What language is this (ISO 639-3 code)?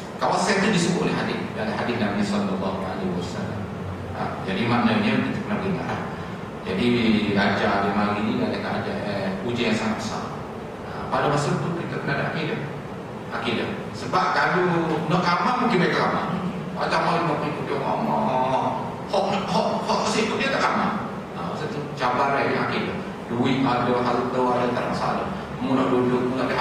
msa